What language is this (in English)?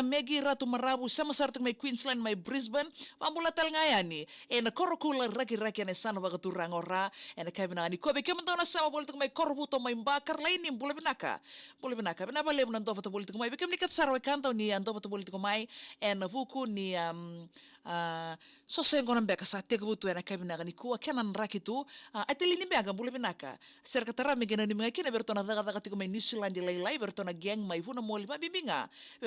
Fijian